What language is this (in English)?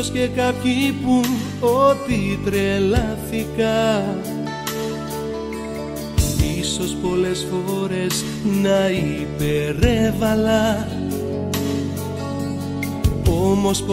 Greek